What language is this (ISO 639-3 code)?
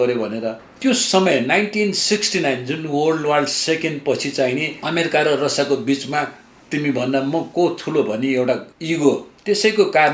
nep